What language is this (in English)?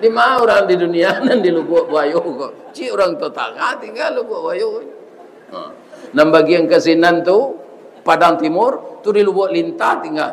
Minangkabau